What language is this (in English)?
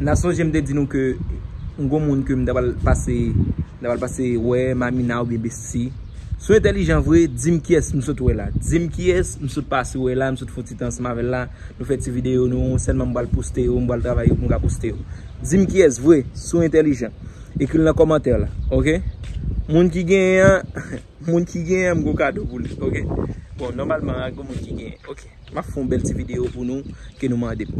Haitian Creole